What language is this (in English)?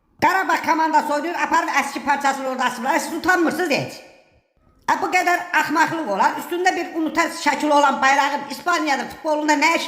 Azerbaijani